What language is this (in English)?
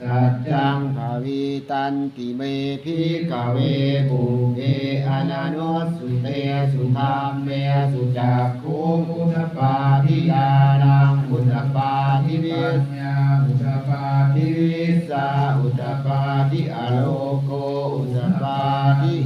Pali